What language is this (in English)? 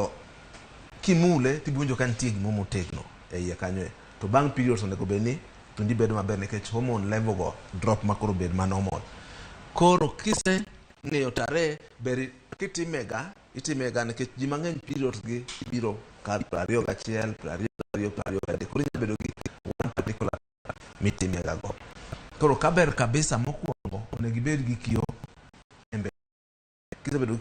Luo (Kenya and Tanzania)